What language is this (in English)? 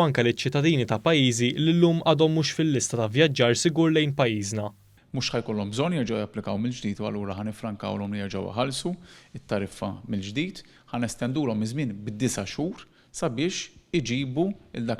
Maltese